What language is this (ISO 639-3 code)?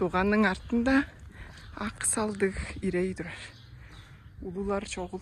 tyv